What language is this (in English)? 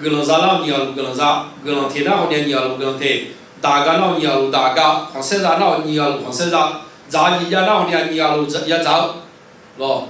Akha